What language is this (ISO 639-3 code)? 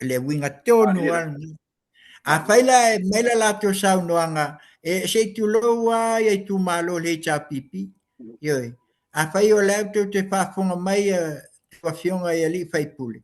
smo